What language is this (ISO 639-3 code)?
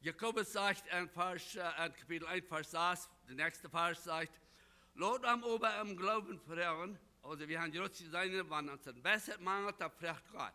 pdt